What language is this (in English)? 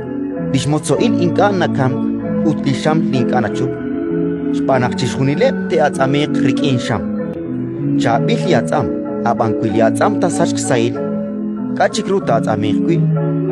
Kekchí